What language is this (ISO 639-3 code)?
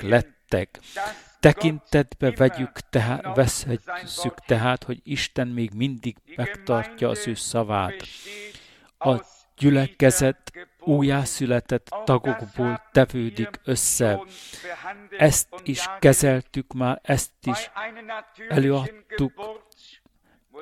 hun